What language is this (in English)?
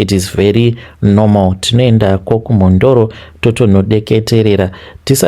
Shona